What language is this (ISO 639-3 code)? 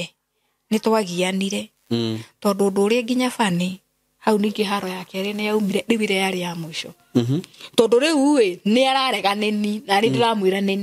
kik